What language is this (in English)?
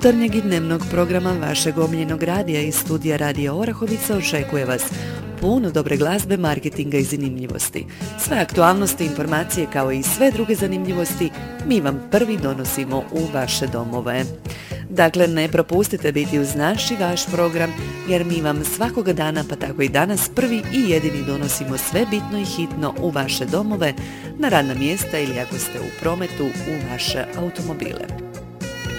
Croatian